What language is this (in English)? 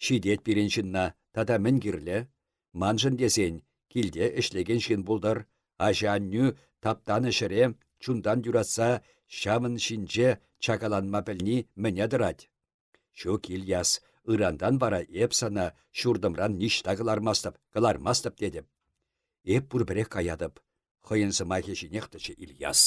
Chuvash